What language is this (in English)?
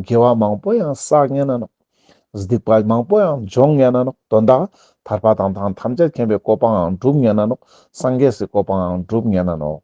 Ladakhi